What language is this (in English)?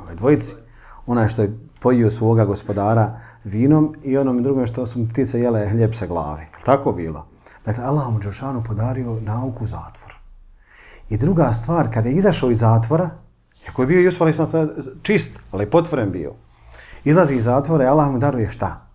Bosnian